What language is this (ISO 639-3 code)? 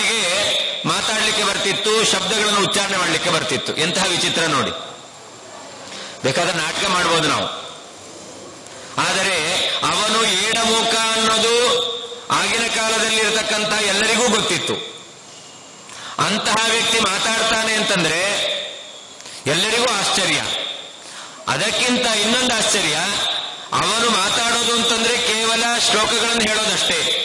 kan